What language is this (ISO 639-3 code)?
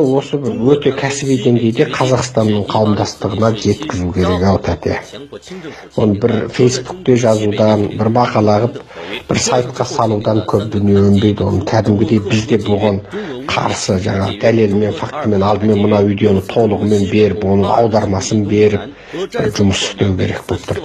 kaz